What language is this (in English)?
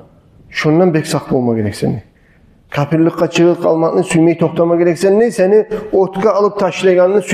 Kumyk